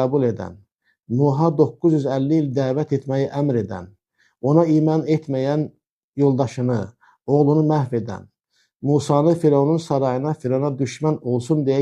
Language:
Azerbaijani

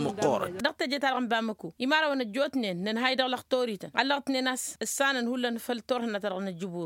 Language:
Tamasheq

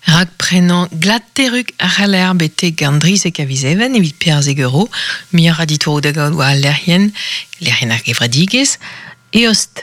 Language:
Breton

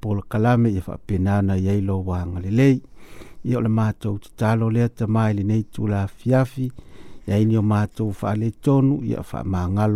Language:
Samoan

